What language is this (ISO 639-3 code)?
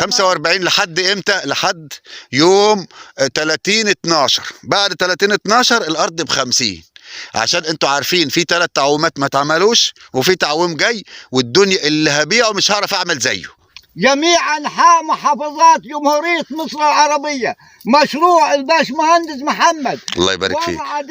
arz